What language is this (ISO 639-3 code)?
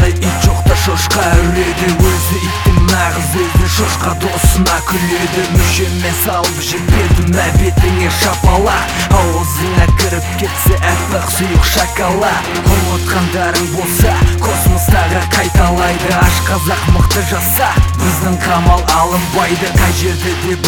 kaz